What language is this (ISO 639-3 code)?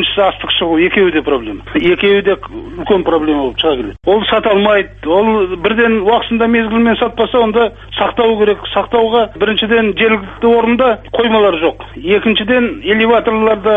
kaz